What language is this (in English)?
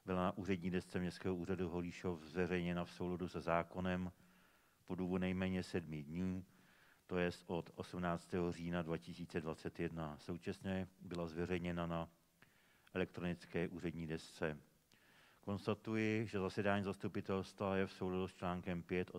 Czech